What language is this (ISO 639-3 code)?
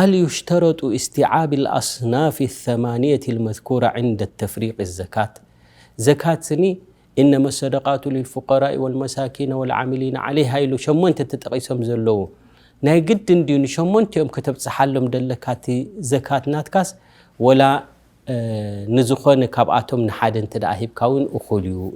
tir